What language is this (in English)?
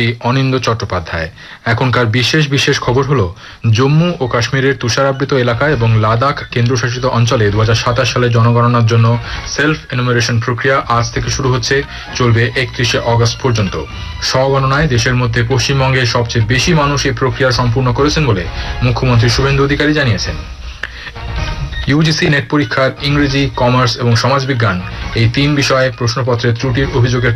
Bangla